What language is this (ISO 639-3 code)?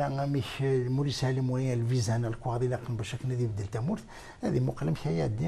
kab